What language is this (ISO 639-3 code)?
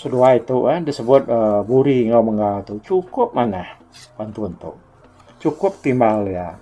iba